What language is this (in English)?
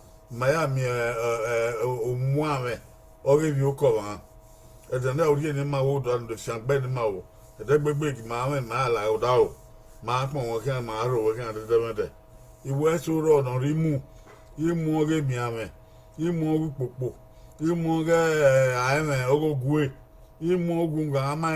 Bini